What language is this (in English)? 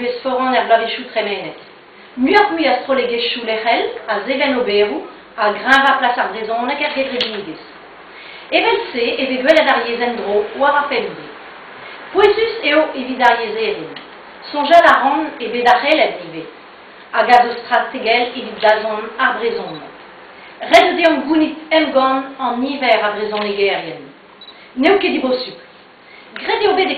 Breton